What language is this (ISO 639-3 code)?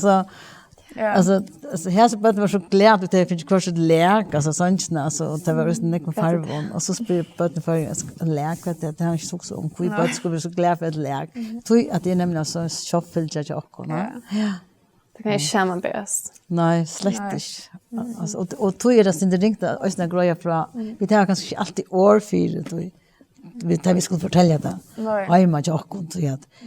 fao